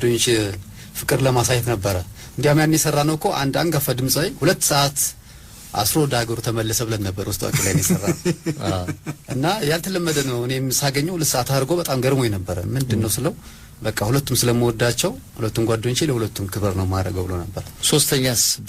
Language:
Amharic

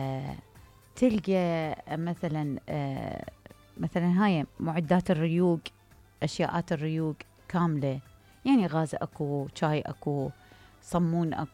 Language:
Mesopotamian Arabic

